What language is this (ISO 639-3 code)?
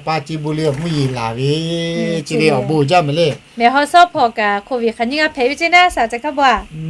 lhu